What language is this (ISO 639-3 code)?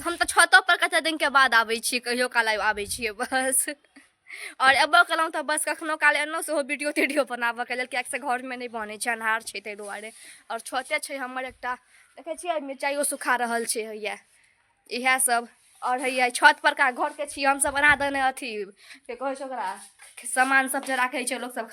mai